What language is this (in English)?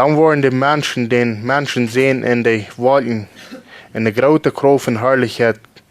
Plautdietsch